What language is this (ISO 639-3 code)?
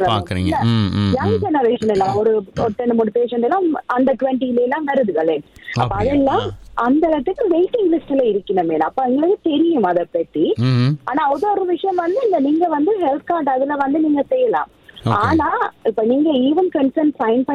tam